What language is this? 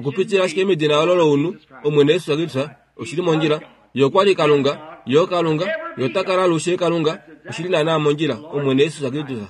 Kuanyama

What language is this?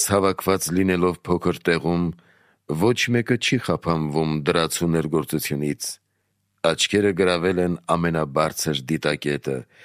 Armenian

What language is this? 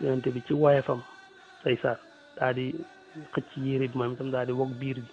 Wolof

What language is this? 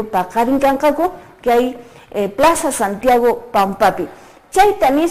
Quechua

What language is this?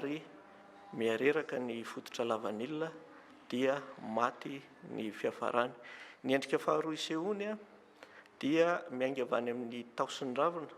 Malagasy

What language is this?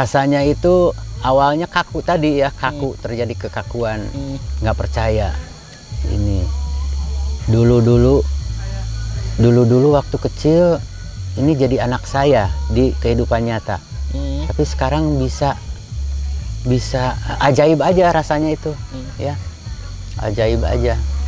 Indonesian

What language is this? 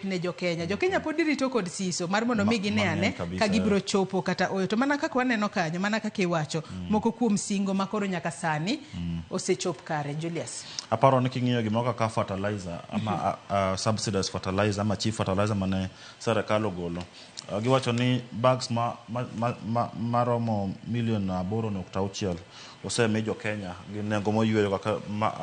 Luo (Kenya and Tanzania)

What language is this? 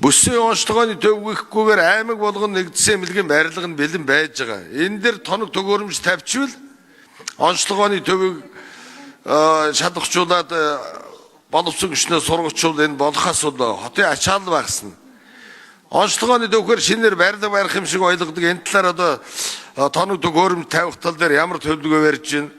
Mongolian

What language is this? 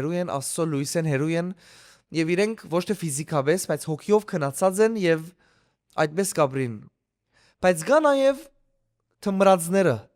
Western Armenian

